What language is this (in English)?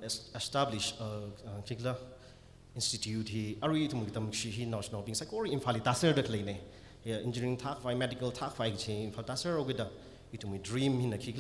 Tangkhul Naga (India)